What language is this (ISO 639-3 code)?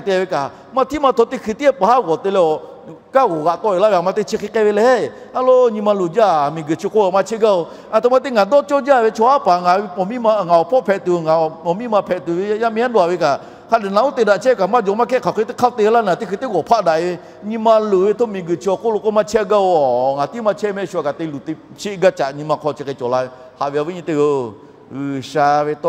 lhu